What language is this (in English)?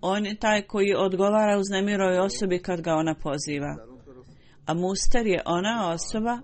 Bosnian